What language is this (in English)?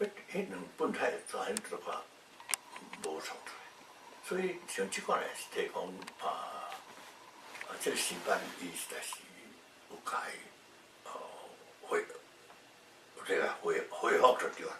Min Nan Chinese